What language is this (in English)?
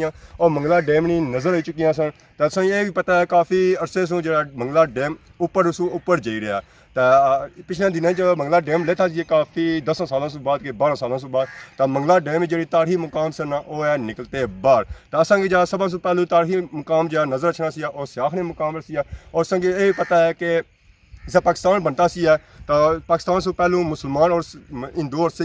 Pahari-Potwari